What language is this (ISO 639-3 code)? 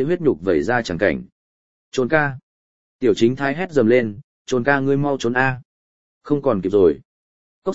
vie